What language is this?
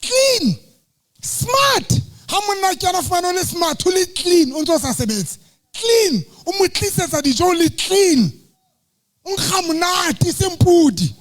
Southern Sotho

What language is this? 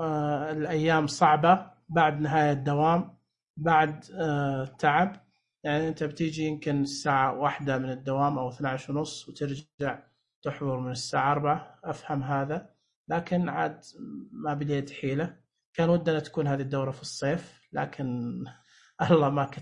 Najdi Arabic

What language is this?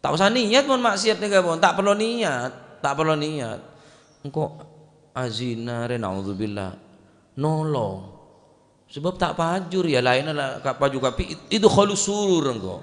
Madurese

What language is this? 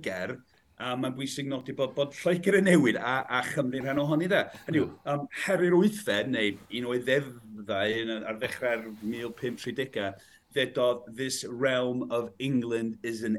Welsh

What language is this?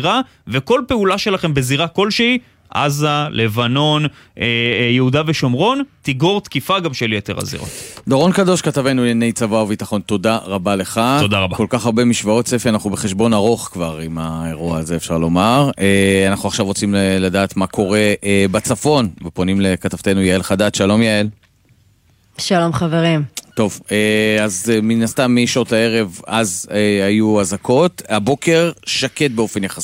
Hebrew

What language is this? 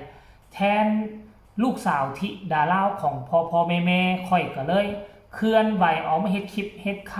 Northeastern Thai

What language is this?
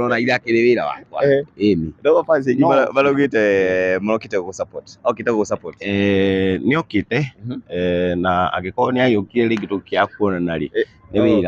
Kikuyu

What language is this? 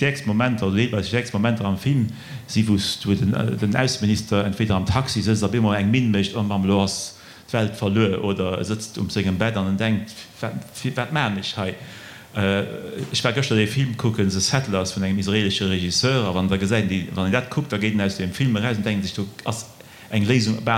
Luxembourgish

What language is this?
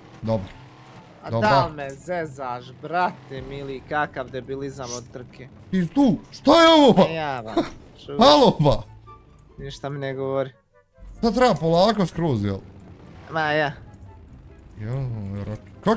Bosnian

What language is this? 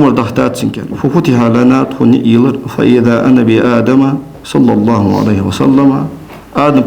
Ingush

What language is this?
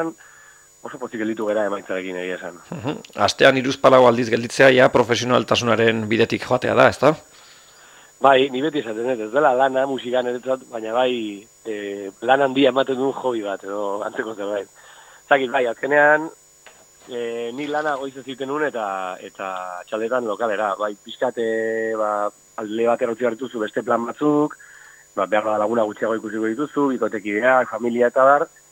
Basque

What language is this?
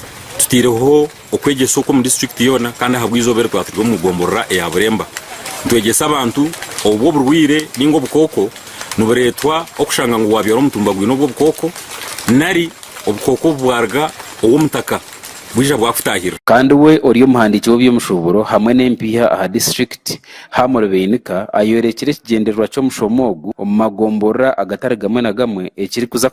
Nyankole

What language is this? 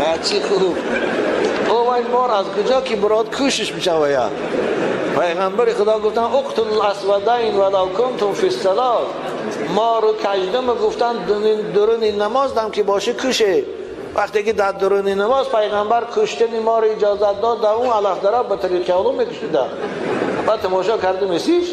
Tajik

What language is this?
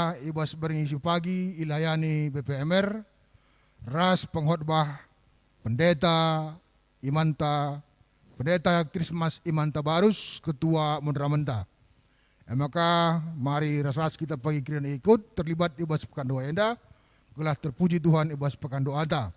Batak Karo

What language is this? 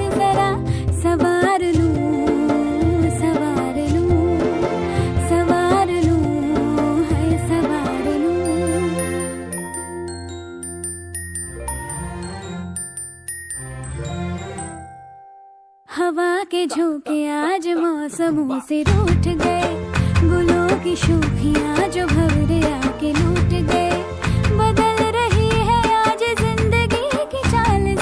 Hindi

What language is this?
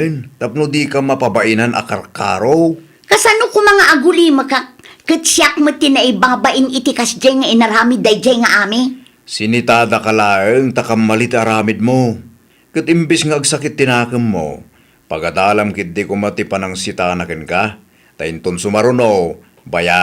Iloko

